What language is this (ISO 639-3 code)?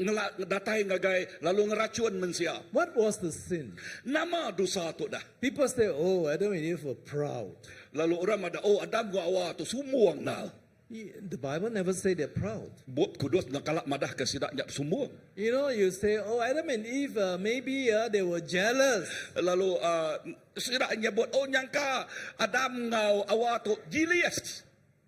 iba